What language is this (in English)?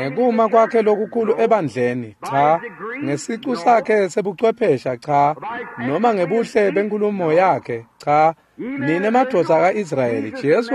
Swati